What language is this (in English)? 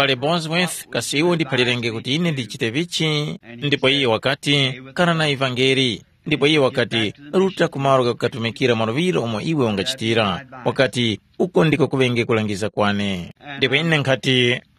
Tumbuka